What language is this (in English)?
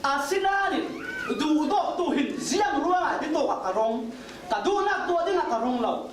Falam Chin